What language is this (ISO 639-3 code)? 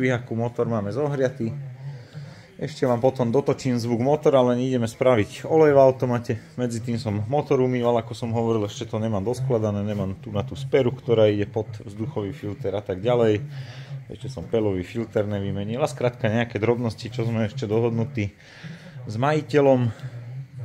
slk